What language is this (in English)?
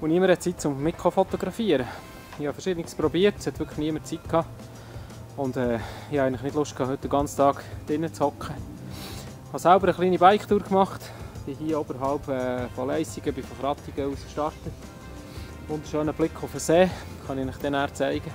Swiss German